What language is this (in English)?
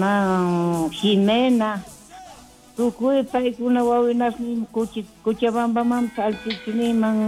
South Bolivian Quechua